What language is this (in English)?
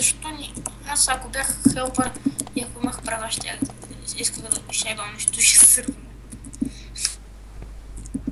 Bulgarian